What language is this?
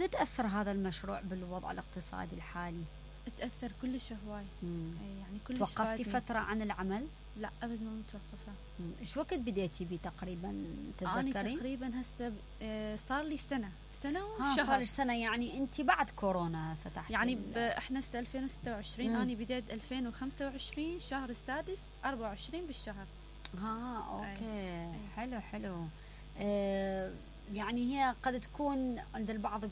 Mesopotamian Arabic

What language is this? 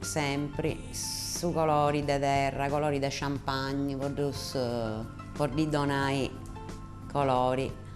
Sardinian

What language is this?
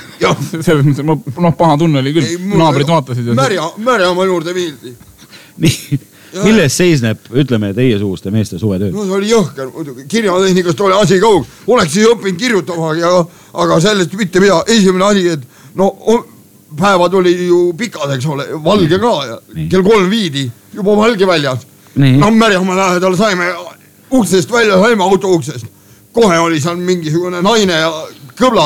Estonian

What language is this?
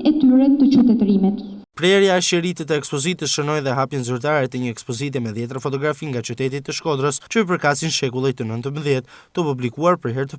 Albanian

